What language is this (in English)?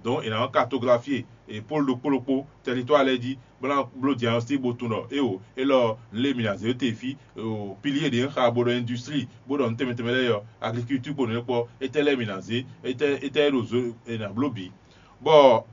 Fon